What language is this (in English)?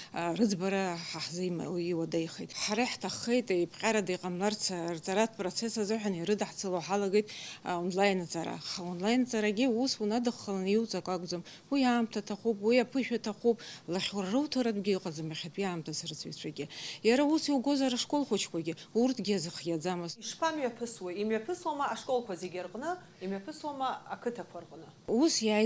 Abkhazian